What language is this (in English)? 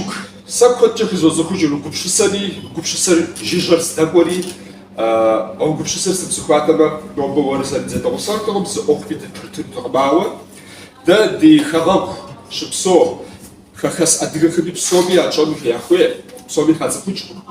Kabardian